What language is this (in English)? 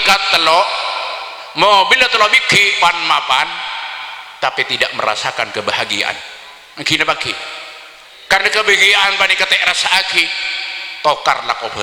Madurese